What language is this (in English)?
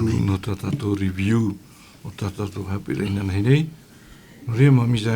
Tahitian